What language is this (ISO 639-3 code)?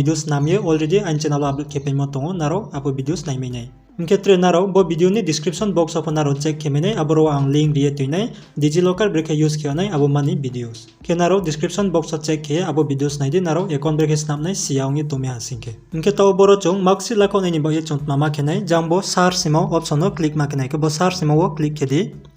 ria